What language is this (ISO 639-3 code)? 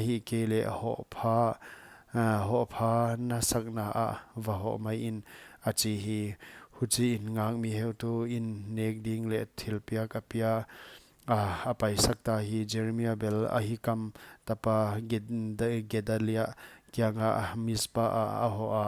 pck